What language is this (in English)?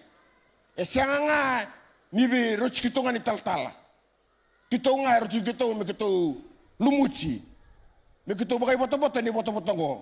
Fijian